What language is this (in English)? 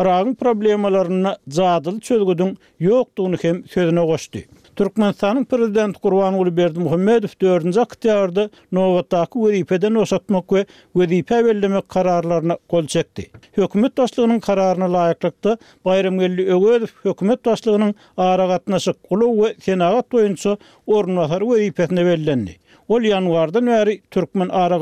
Turkmen